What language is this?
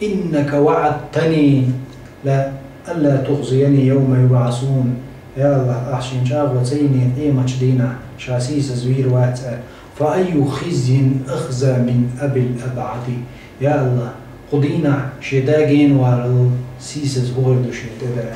Chechen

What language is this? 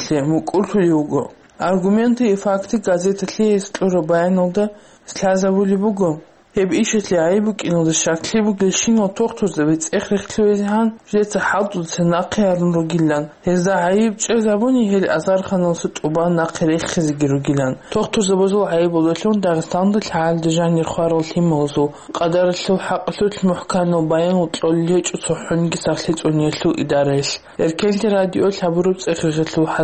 Avaric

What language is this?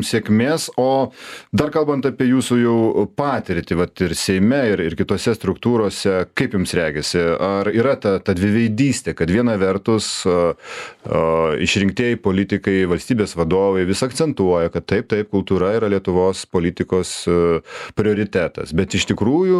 Lithuanian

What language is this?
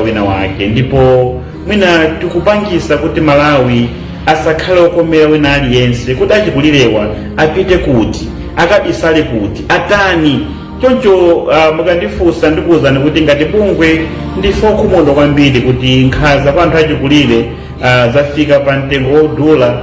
Nyanja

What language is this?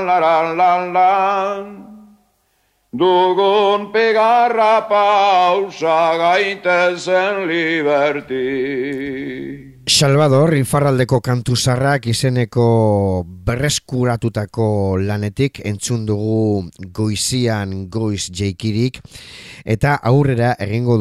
Basque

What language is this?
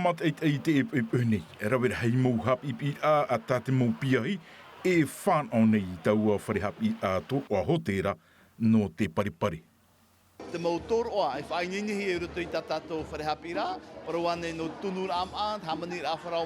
Tahitian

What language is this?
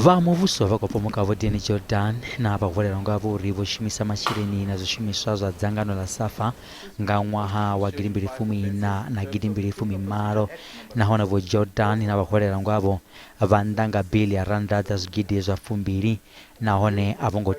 Venda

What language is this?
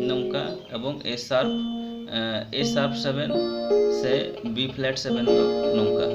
Santali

